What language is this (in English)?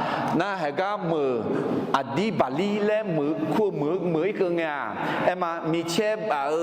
Akha